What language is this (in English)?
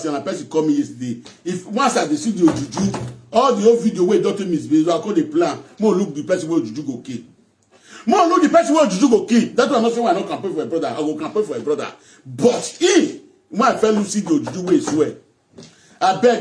Nigerian Pidgin